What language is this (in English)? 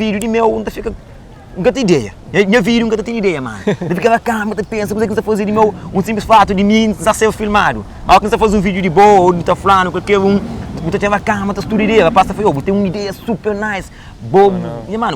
Kabuverdianu